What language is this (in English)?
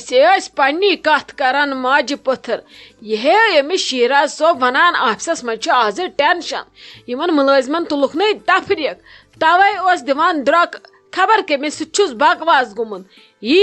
Kashmiri